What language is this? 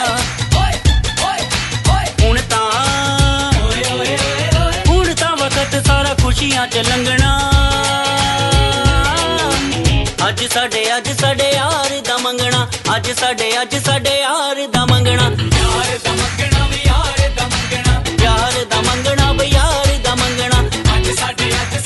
Punjabi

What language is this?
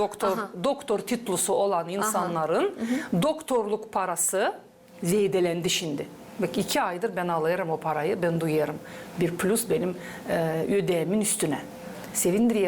Gagauz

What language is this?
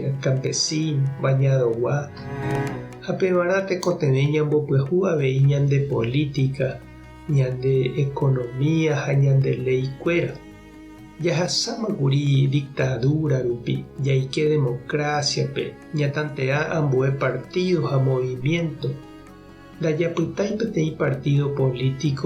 Guarani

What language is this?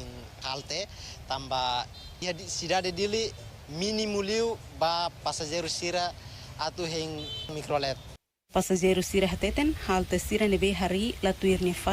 Tetum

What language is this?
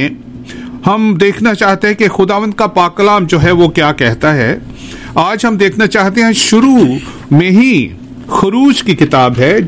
Urdu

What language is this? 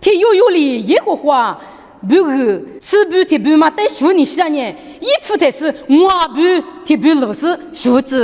Lisu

